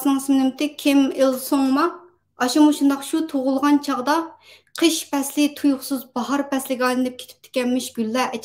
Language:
Uyghur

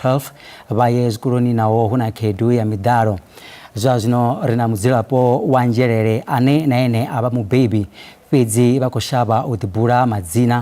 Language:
Venda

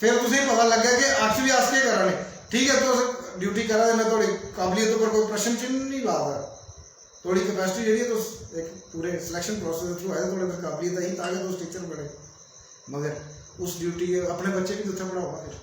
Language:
Dogri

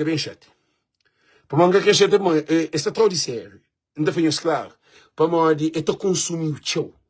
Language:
Kabuverdianu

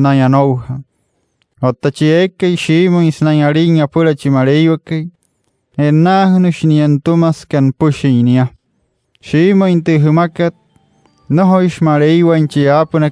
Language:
Wayuu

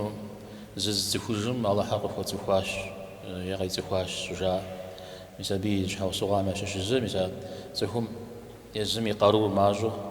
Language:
Kabardian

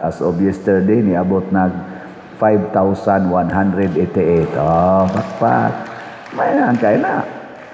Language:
Cebuano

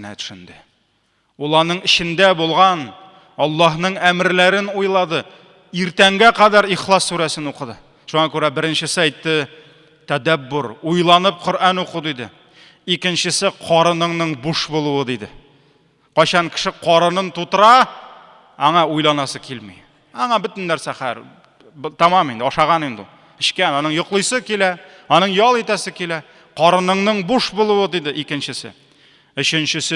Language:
Tatar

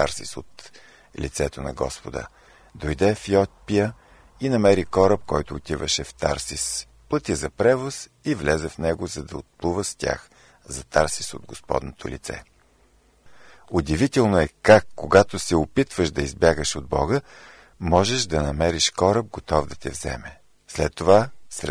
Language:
Bulgarian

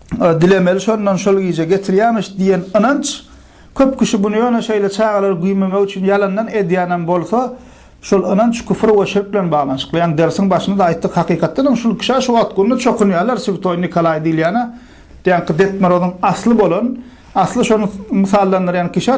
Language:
Turkmen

